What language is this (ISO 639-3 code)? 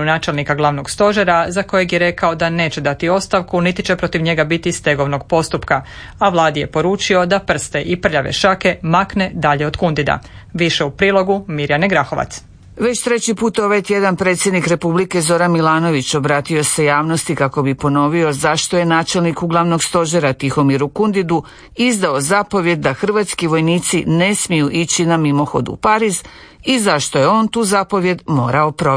hrv